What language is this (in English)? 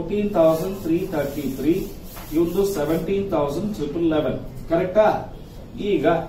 Kannada